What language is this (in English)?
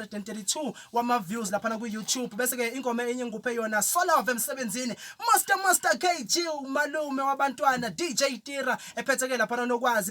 Zulu